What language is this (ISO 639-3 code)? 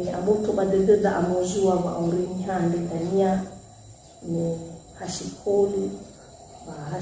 nia